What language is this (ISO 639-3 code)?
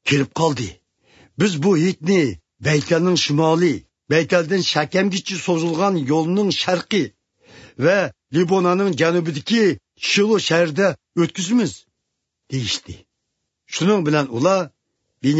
uig